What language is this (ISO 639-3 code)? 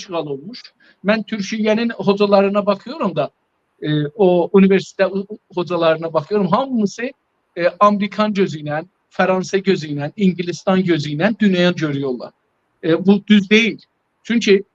azb